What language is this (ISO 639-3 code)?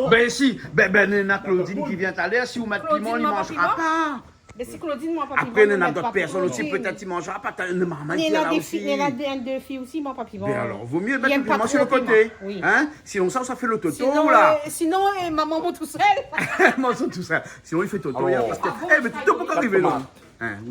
rcf